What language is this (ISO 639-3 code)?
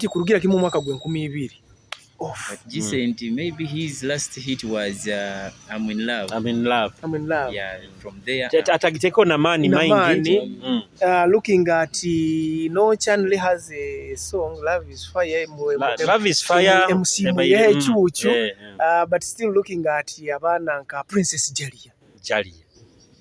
nyo